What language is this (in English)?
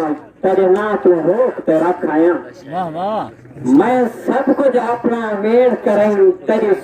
Saraiki